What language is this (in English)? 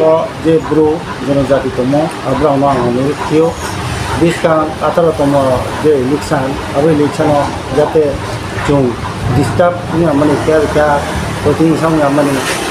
Riang (India)